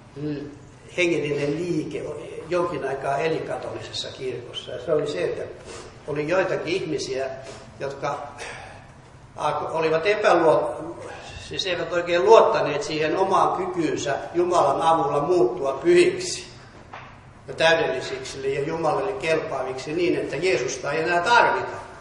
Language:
Finnish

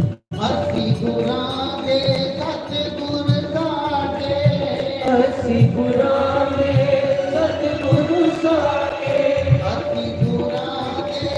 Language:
Dogri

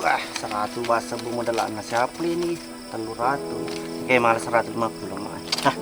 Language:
Buginese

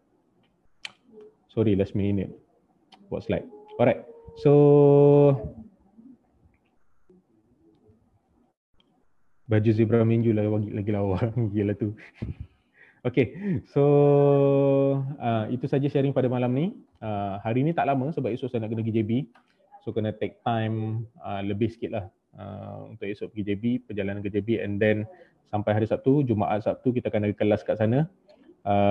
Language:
Malay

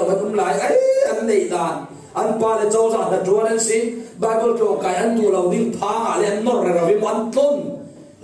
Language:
Falam Chin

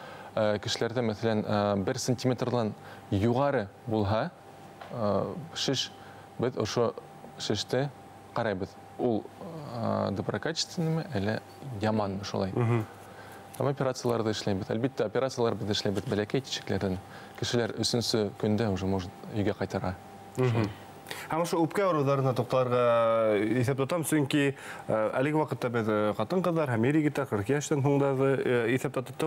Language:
Bashkir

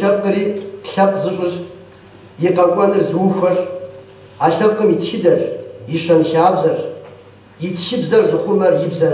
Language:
Kabardian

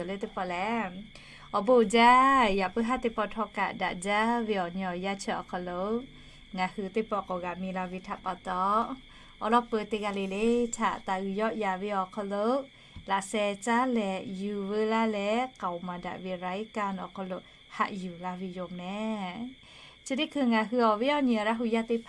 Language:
Lahu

